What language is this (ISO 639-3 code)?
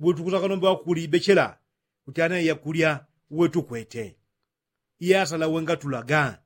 yao